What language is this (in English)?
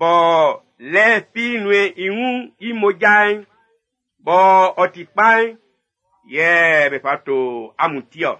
Baoulé